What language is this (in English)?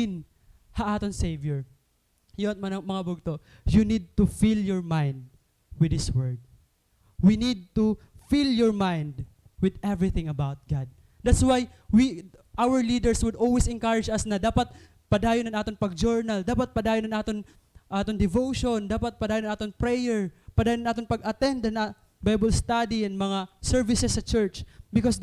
Waray